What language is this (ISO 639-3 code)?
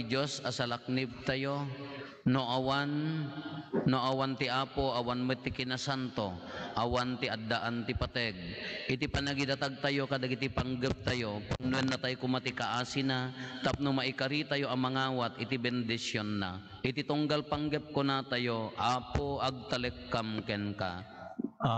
ilo